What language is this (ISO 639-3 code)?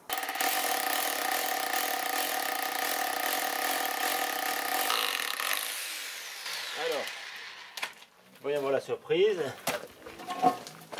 fra